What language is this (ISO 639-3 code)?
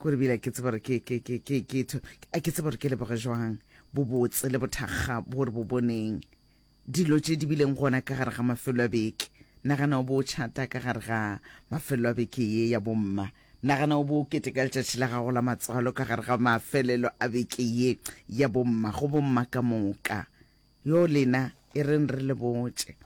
nso